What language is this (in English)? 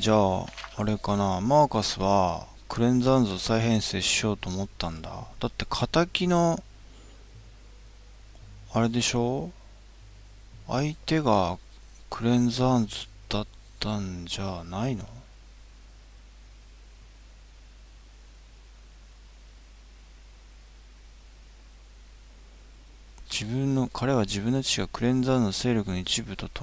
Japanese